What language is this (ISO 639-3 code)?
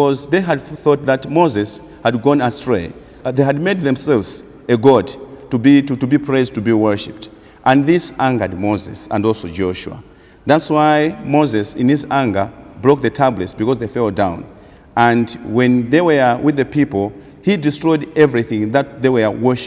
eng